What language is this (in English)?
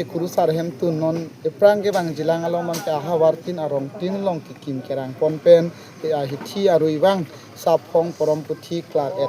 Karbi